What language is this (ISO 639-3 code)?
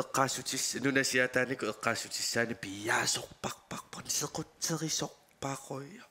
kal